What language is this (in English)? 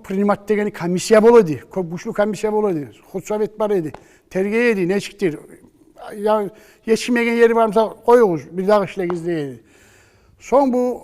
Kumyk